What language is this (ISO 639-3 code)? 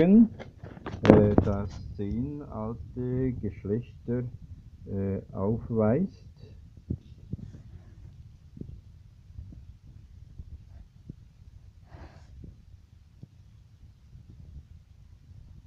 deu